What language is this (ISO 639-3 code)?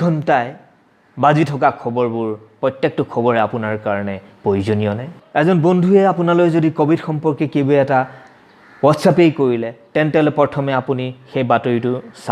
asm